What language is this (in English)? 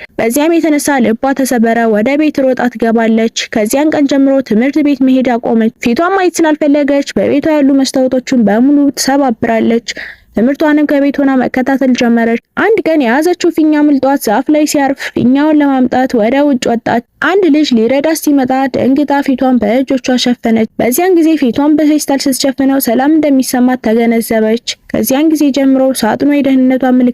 Amharic